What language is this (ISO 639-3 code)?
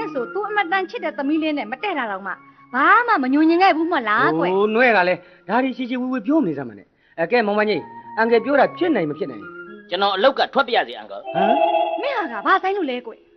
mya